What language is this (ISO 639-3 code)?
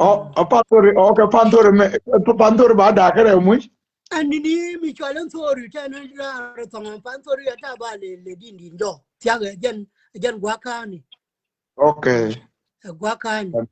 nus